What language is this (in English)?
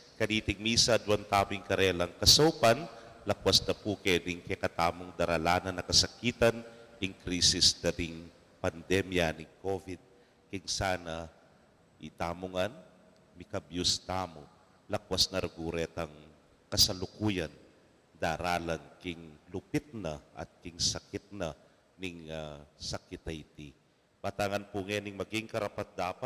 Pampanga